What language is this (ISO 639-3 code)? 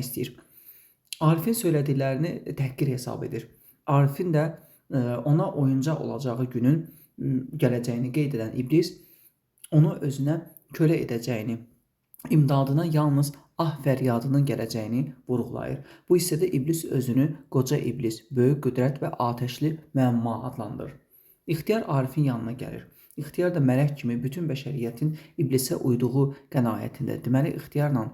aze